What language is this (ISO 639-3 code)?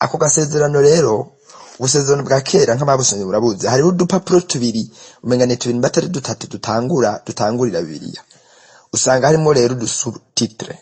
run